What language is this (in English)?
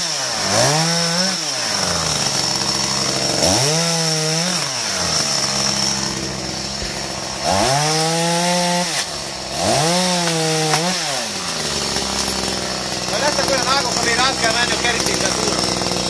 Hungarian